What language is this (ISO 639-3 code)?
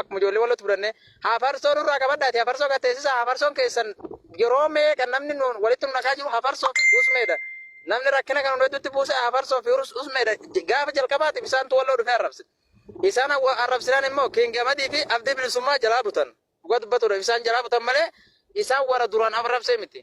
orm